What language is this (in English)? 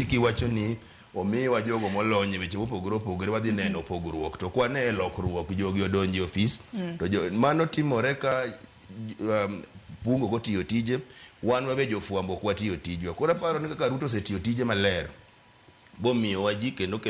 Luo (Kenya and Tanzania)